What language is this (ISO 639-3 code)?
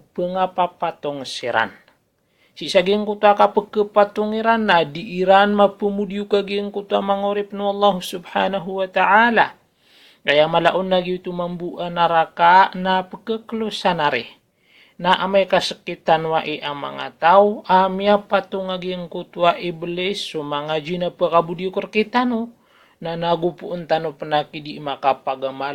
mrw